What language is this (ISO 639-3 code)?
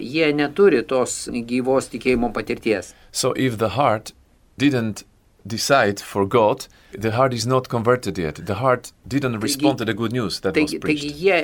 lit